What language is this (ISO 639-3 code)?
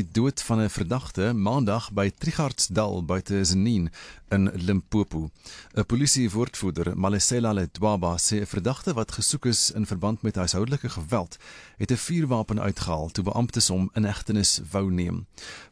afr